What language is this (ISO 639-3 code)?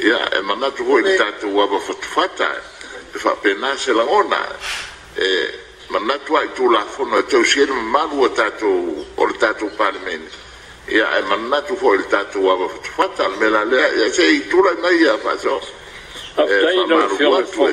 smo